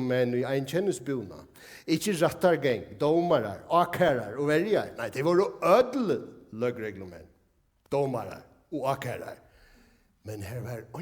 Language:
Faroese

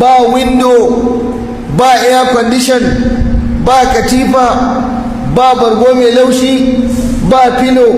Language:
Hausa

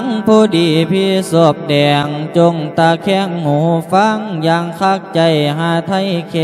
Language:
Lao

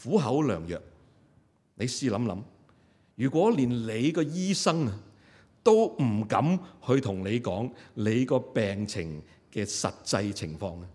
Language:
Cantonese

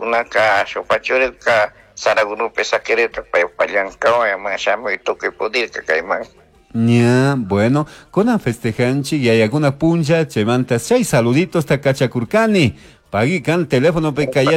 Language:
Chimborazo Highland Quichua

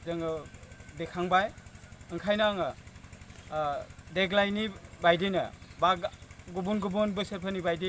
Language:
Bodo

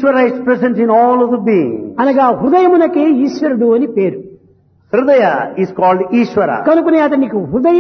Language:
Telugu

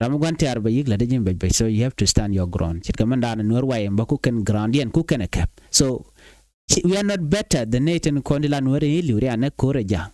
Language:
Nuer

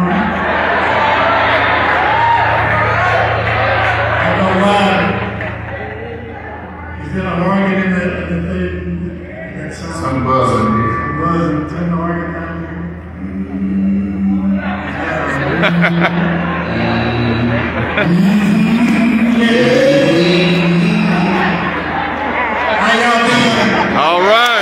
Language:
English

